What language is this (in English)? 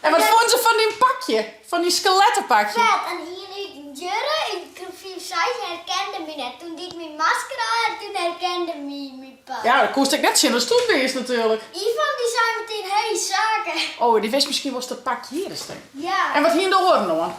Western Frisian